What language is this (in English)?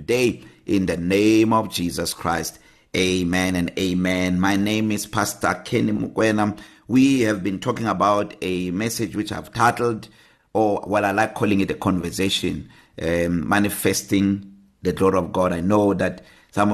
English